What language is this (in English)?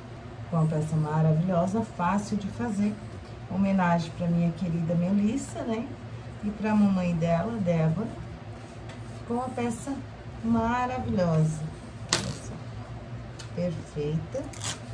Portuguese